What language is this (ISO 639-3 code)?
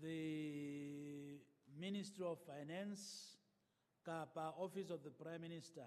sot